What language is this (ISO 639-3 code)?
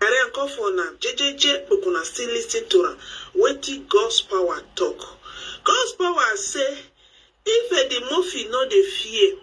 pcm